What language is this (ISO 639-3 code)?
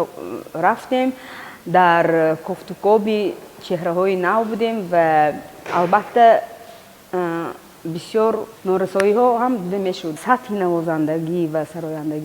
tgk